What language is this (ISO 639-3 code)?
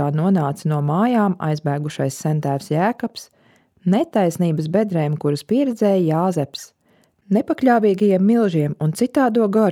lav